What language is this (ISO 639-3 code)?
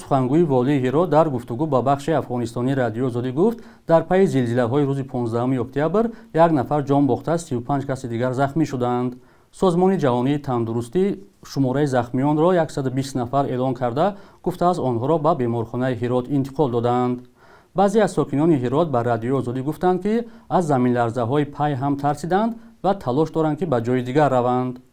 tgk